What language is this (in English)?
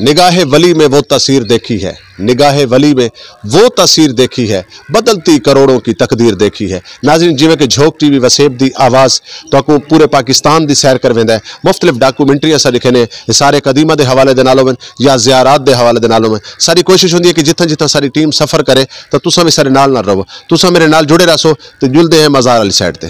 Saraiki